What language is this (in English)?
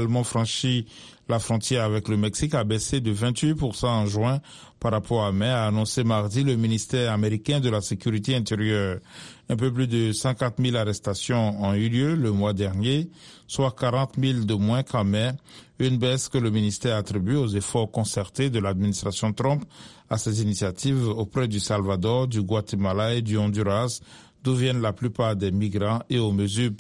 French